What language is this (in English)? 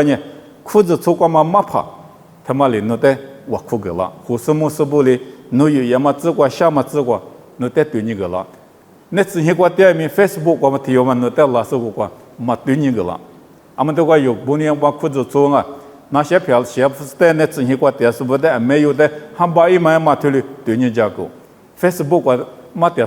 Lisu